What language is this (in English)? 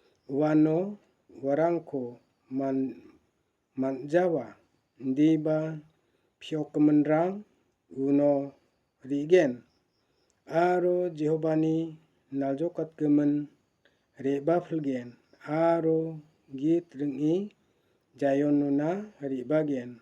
Garo